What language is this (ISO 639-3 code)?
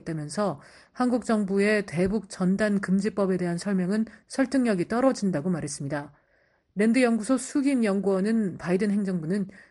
kor